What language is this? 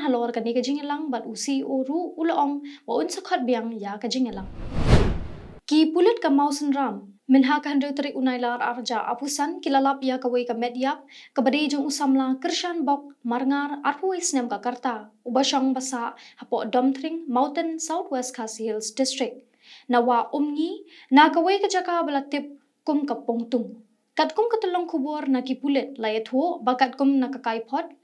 Khasi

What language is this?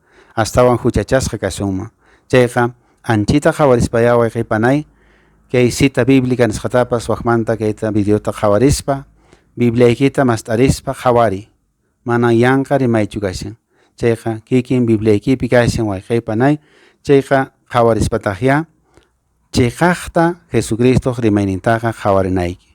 Quechua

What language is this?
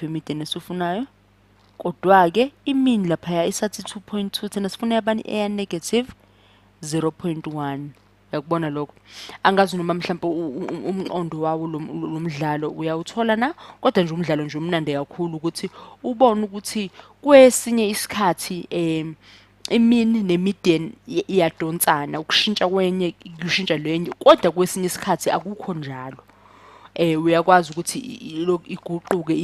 Zulu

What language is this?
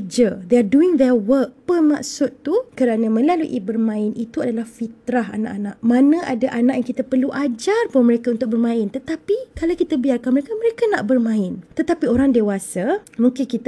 Malay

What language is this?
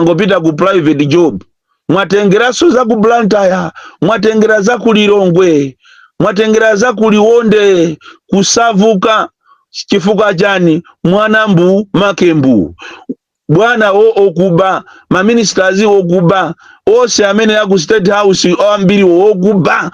Nyanja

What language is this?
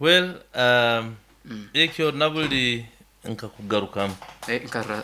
Nyoro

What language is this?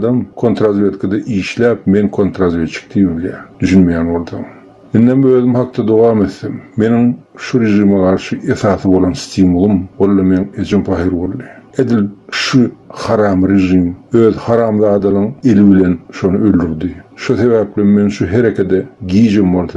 Turkmen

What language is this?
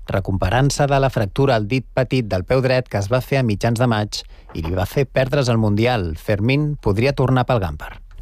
Catalan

